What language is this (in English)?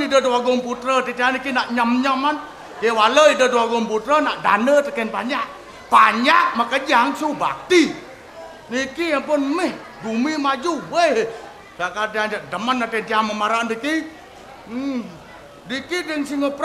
Balinese